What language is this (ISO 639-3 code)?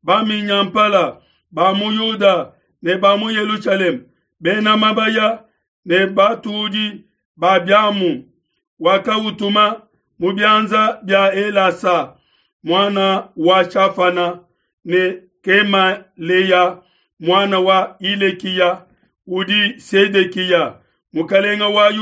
lua